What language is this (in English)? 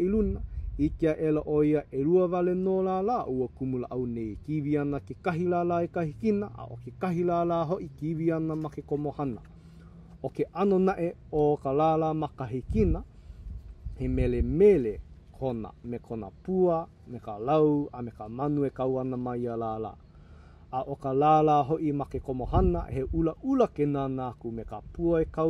Hawaiian